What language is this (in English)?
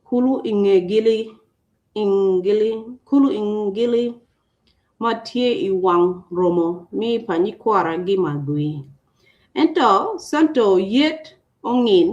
Acoli